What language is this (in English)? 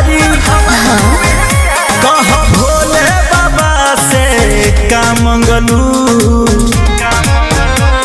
Bhojpuri